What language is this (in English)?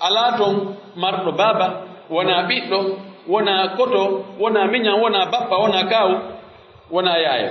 Pular